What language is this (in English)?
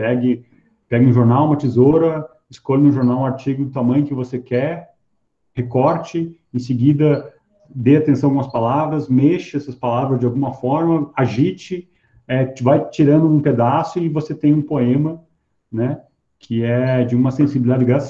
Portuguese